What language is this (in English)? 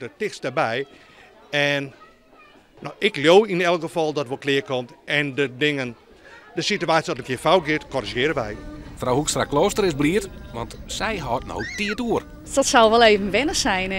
Western Frisian